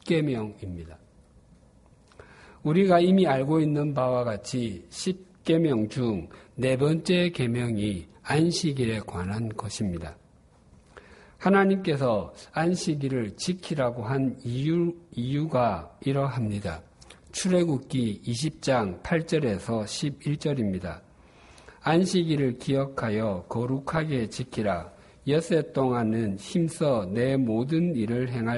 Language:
Korean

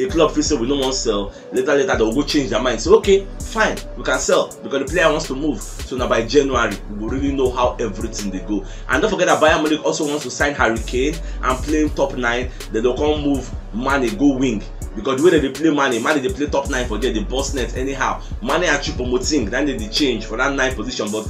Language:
Nigerian Pidgin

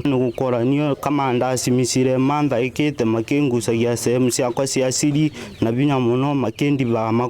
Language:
Meru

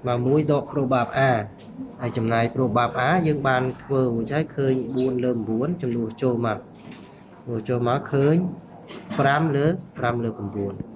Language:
Khmer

